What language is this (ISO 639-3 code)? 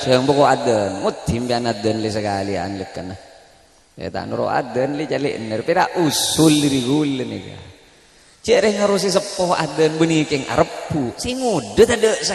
mad